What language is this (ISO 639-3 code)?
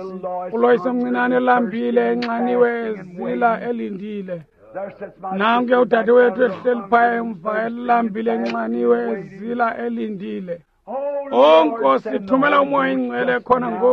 xho